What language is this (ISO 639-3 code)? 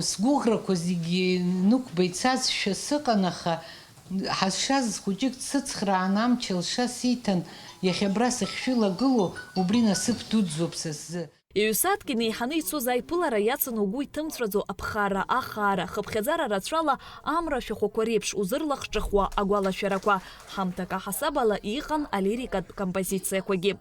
abk